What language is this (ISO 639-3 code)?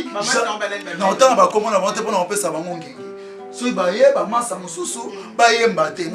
lin